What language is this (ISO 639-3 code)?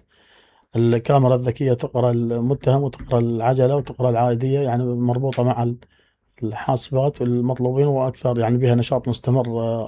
acm